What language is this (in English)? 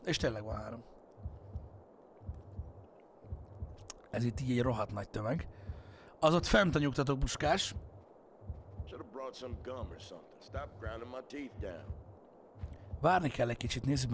Hungarian